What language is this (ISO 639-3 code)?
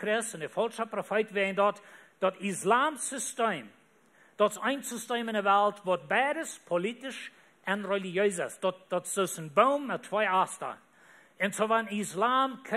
pdt